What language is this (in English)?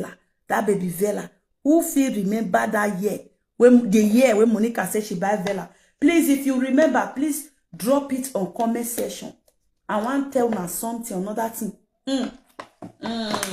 Nigerian Pidgin